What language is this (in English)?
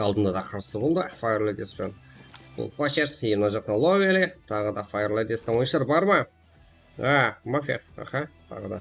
Kara-Kalpak